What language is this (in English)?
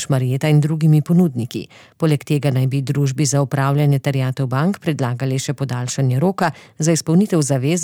Slovenian